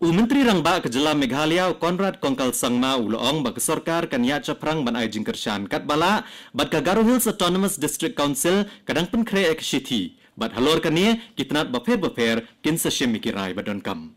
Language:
Khasi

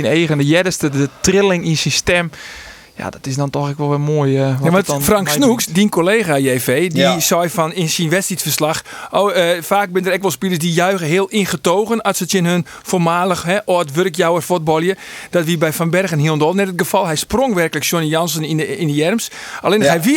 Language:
Western Frisian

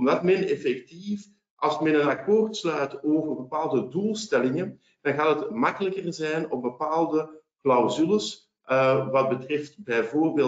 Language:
Dutch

